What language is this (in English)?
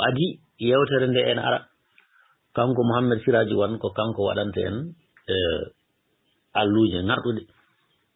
Fula